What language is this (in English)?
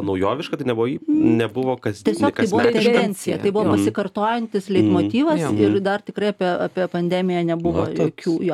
Lithuanian